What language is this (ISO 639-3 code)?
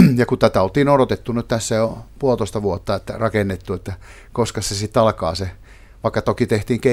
fin